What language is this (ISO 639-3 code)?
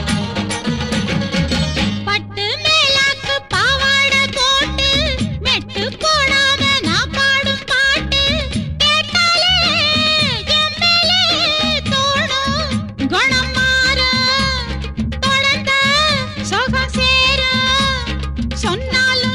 tam